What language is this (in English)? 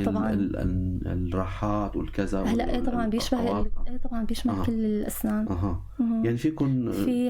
North Levantine Arabic